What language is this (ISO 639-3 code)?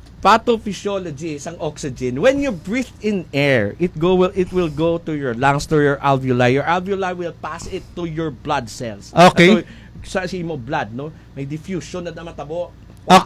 hil